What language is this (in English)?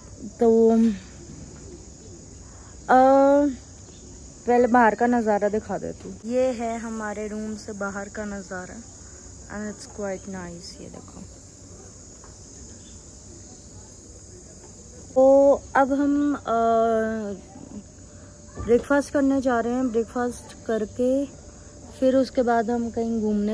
Hindi